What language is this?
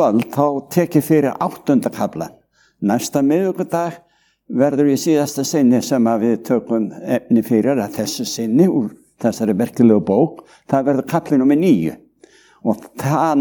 Icelandic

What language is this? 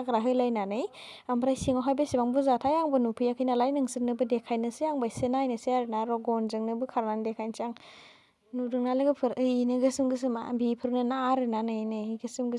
Bodo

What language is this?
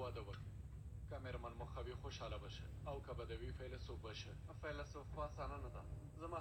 Pashto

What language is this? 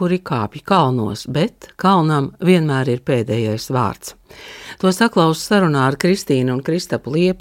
Latvian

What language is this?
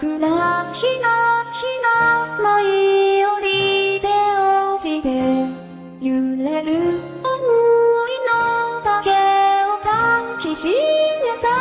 Japanese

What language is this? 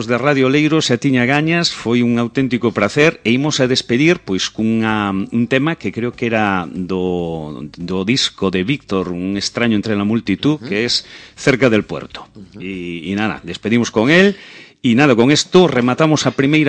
Galician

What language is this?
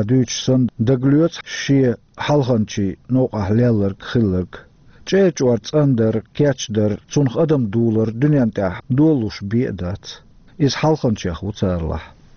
Chechen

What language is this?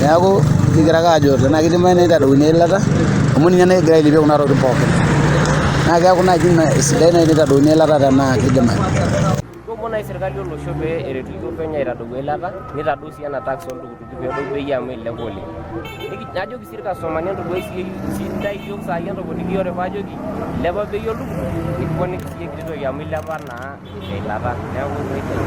Masai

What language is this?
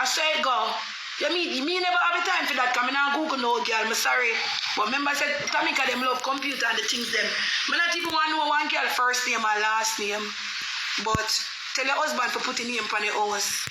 Jamaican Creole English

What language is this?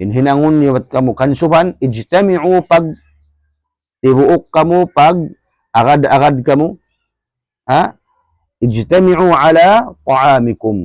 Tausug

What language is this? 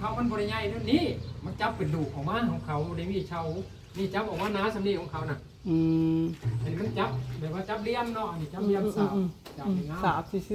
Northeastern Thai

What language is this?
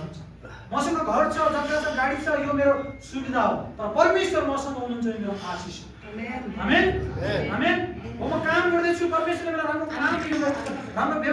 Nepali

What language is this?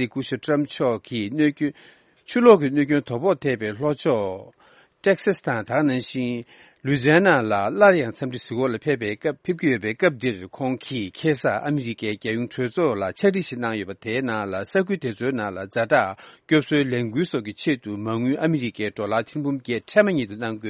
Tibetan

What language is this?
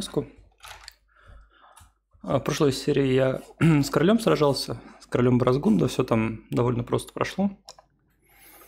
Russian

